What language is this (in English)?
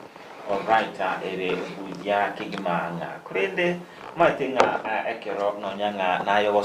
Gusii